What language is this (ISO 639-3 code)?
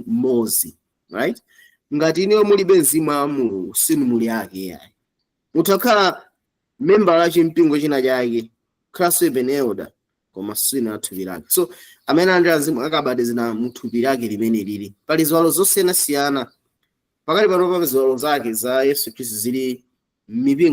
nya